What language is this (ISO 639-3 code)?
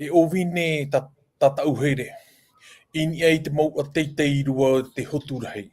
tah